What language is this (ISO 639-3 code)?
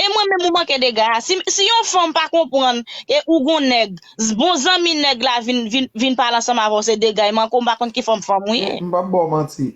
hat